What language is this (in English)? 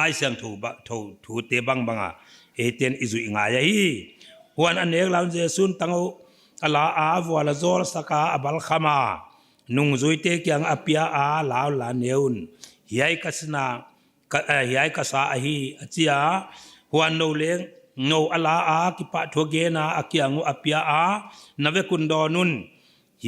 Paite Chin